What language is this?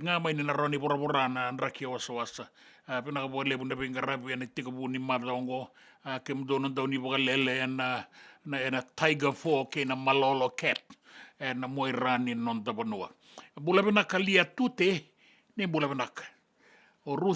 Fijian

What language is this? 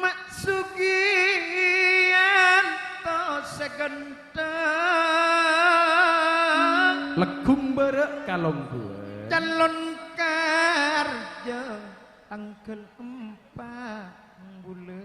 Madurese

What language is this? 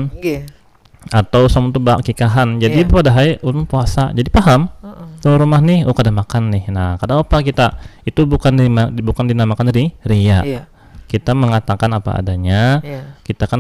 Banjar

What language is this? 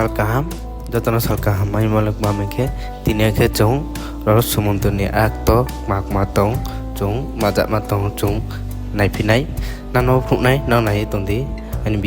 Riang (India)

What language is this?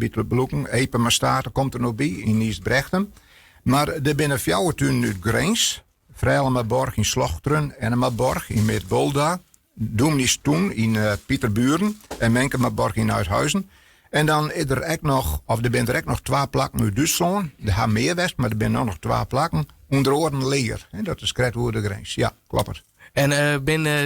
Western Frisian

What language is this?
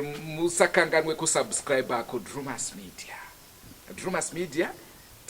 Shona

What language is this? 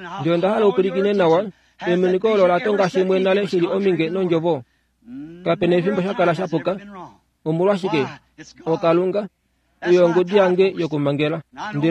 Kuanyama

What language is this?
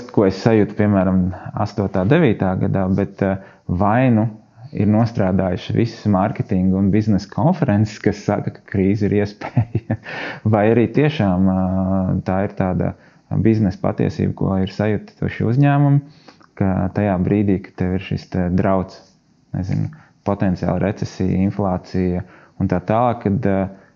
Latvian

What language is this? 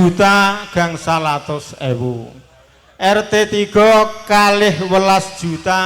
Javanese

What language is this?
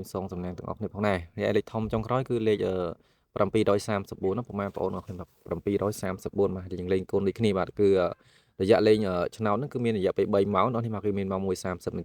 Khmer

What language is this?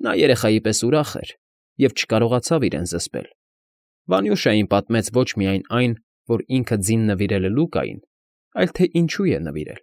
Armenian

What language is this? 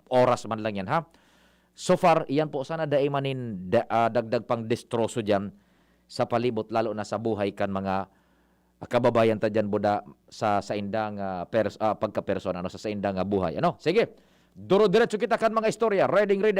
Bikol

